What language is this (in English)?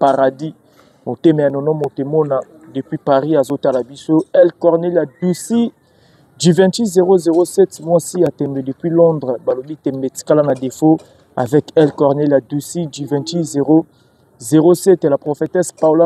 Lingala